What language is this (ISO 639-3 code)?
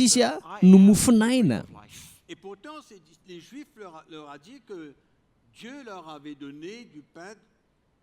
mlg